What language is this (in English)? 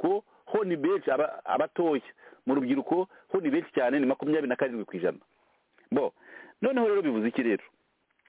Kinyarwanda